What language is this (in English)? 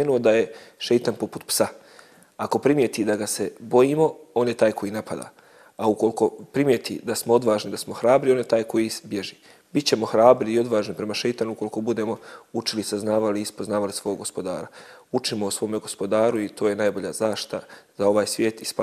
Bosnian